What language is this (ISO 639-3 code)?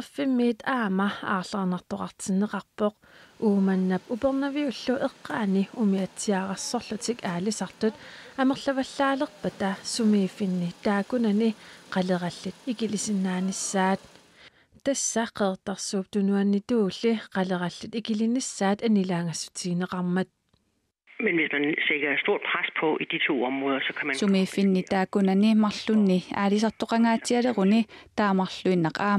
kal